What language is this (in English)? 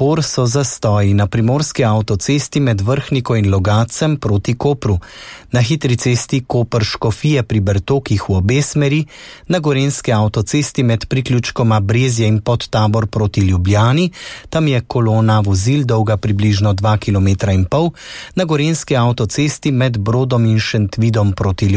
Slovenian